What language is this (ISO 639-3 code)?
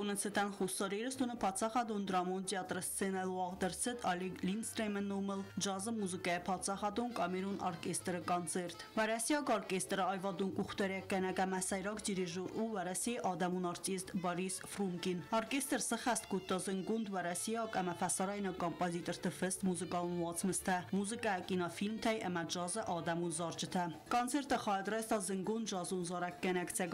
oss